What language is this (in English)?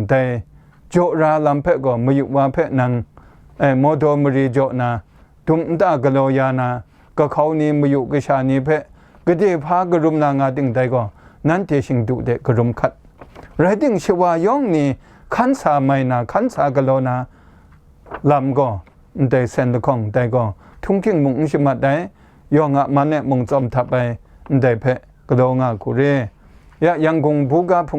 Kachin